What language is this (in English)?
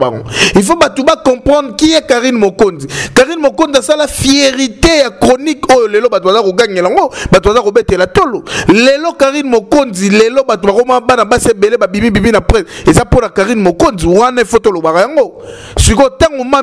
Lingala